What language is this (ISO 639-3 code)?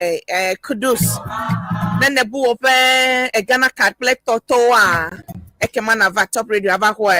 ewe